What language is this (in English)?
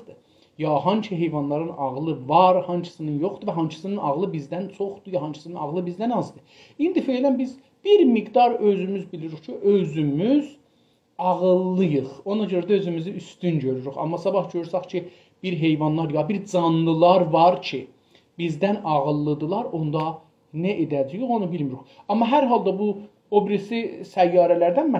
South Azerbaijani